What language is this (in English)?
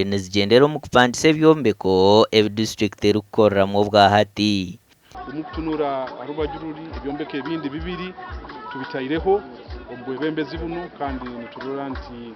Nyankole